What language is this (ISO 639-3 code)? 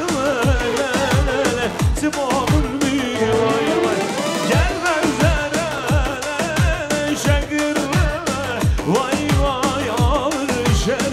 kur